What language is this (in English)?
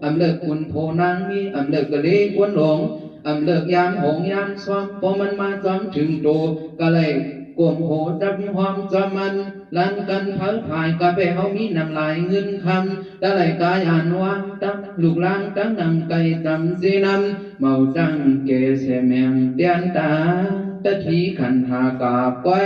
Shan